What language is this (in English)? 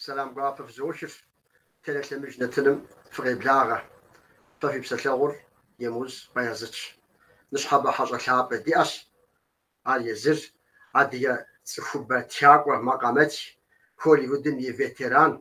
Kabardian